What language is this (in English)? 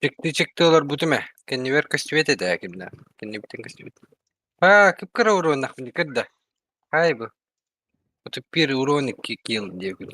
Yakut